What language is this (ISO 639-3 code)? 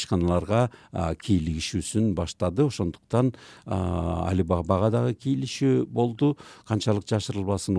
kir